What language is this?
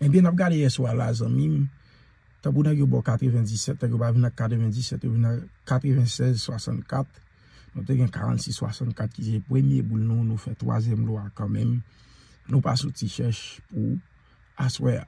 Haitian Creole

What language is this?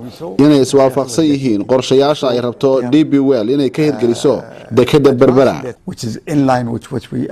Somali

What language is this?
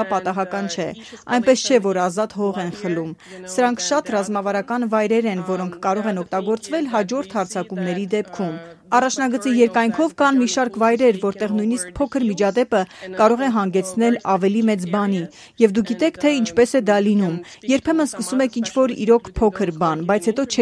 Armenian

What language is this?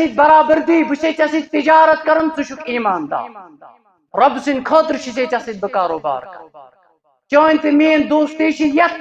Kashmiri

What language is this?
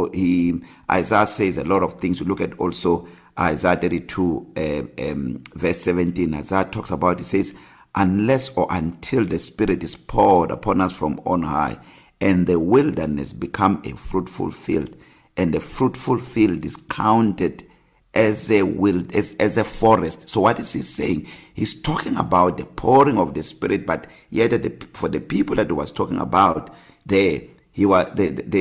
English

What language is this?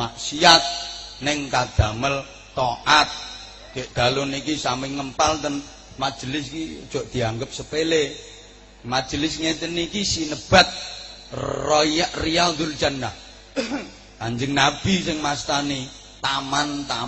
Javanese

